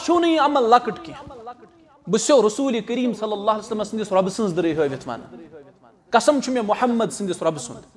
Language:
Kashmiri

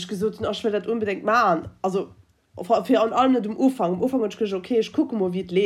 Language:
Luxembourgish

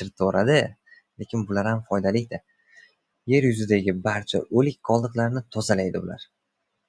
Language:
Uzbek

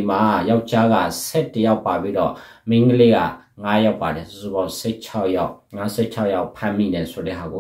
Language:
Burmese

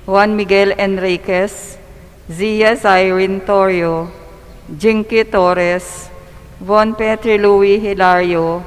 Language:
Pampanga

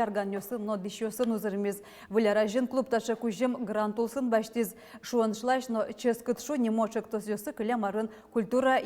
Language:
Udmurt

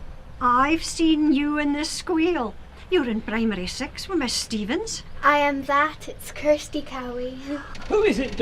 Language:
Scots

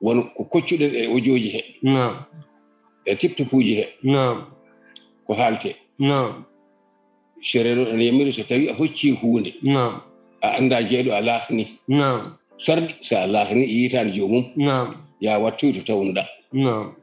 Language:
Fula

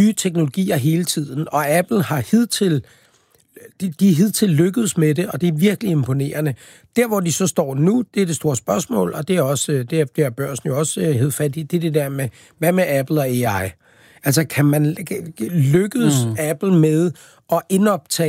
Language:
Danish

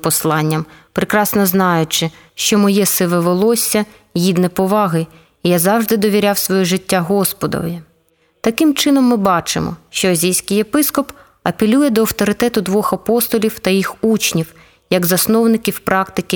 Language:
Ukrainian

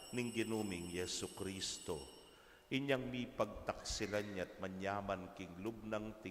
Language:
Pampanga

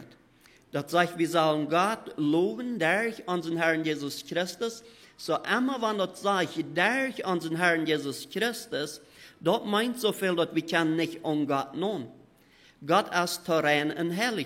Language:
Plautdietsch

